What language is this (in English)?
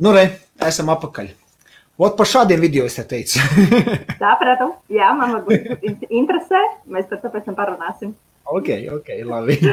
Latvian